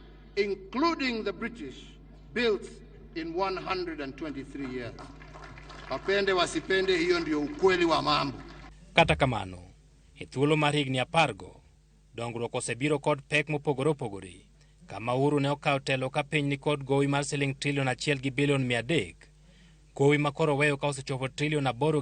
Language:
Luo (Kenya and Tanzania)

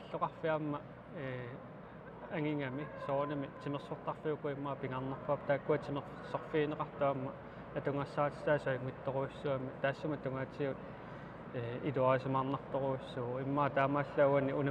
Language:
Kalaallisut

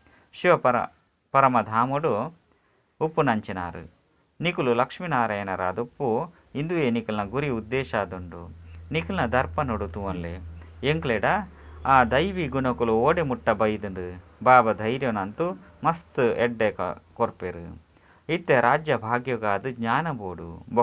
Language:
Tulu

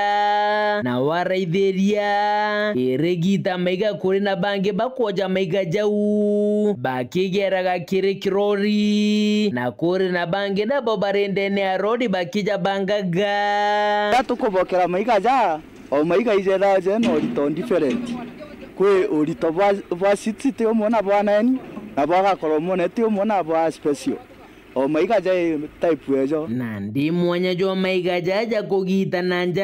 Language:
Meru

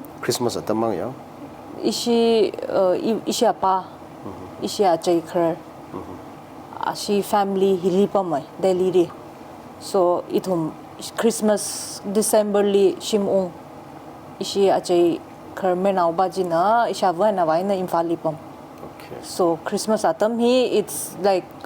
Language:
Tangkhul Naga (India)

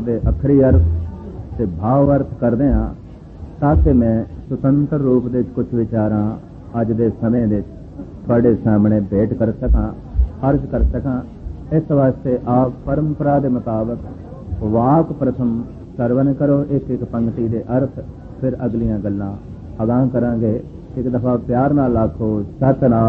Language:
Punjabi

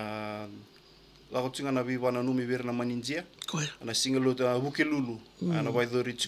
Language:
Fijian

